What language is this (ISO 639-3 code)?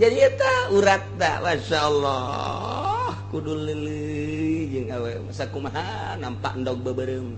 sun